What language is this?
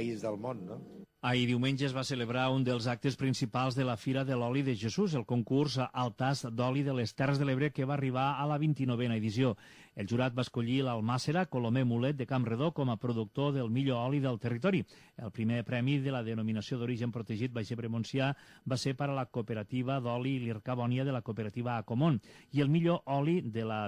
Catalan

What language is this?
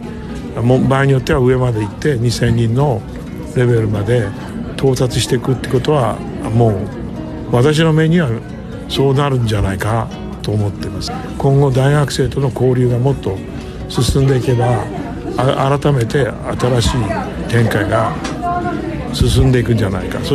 Japanese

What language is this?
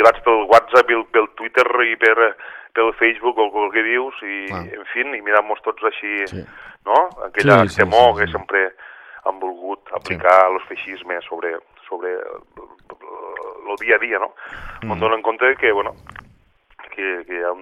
Catalan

